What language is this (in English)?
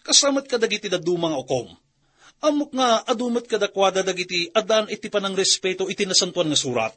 Iloko